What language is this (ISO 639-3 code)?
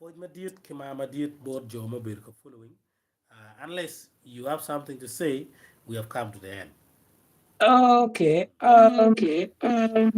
ach